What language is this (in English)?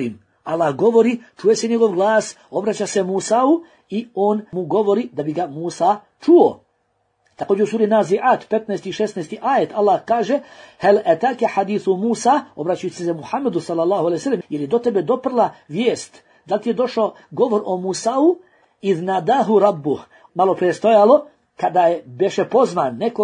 Bosnian